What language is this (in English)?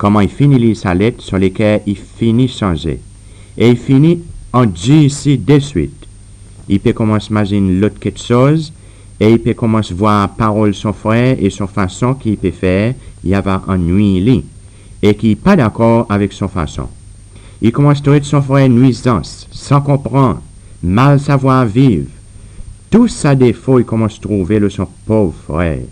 Seselwa Creole French